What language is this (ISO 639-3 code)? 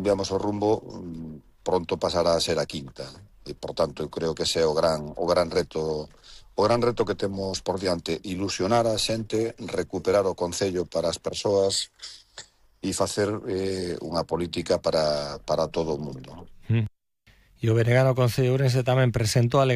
glg